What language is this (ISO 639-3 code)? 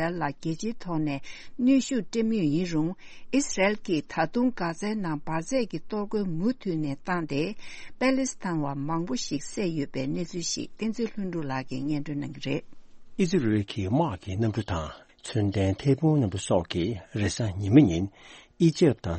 bod